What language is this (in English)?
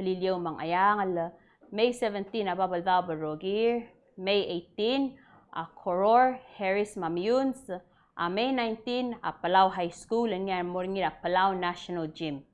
Palauan